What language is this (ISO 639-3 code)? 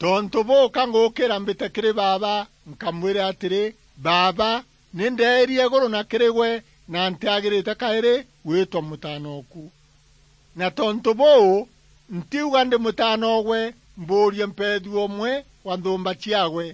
mer